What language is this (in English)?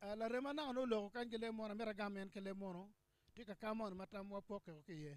Acoli